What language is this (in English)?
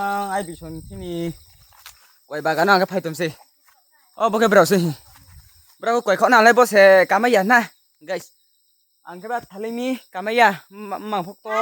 Riang (India)